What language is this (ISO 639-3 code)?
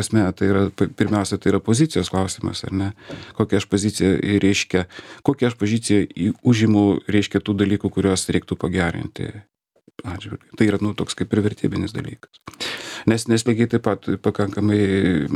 lit